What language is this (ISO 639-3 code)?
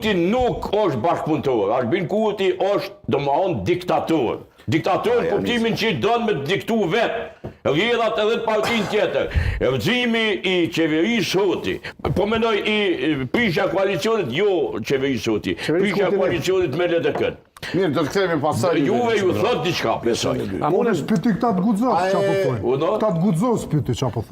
sqi